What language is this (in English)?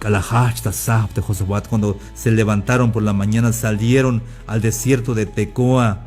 Tzeltal